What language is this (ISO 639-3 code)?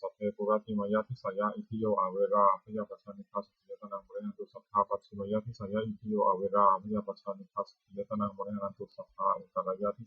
pli